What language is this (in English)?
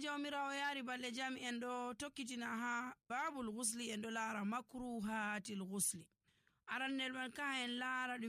Nigerian Fulfulde